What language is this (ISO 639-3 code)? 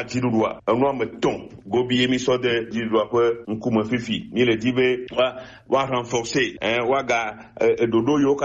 gej